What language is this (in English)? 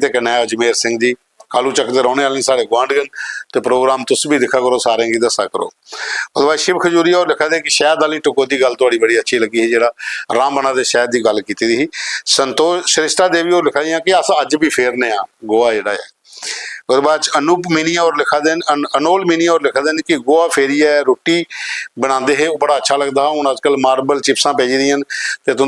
Dogri